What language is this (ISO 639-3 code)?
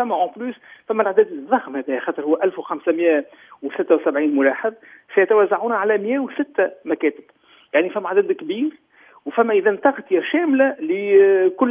aeb